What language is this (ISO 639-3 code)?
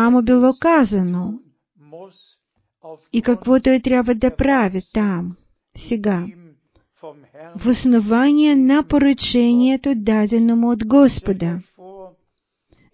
bul